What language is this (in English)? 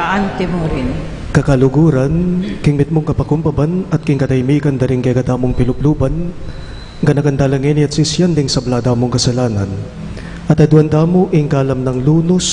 Pampanga